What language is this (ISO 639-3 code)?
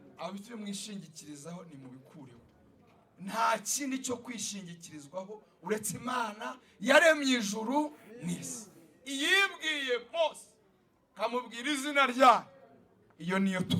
kin